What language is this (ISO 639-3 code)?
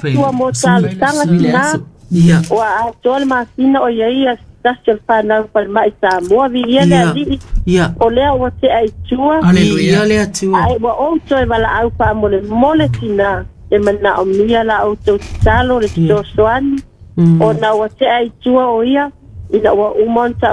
smo